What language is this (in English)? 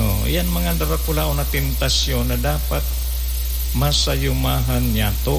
Bikol